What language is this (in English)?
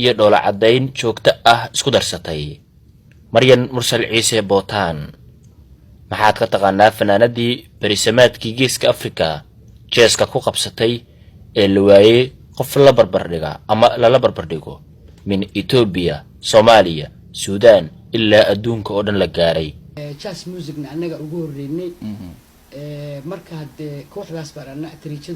Somali